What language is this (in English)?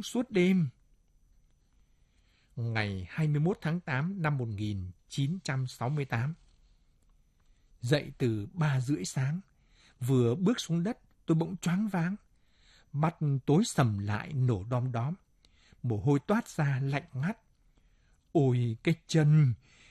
Vietnamese